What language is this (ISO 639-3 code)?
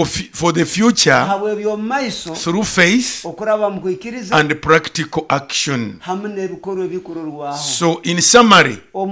nyo